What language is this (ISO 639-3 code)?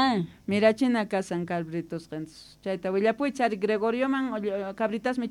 quh